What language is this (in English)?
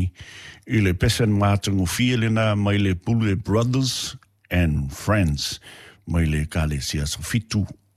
Samoan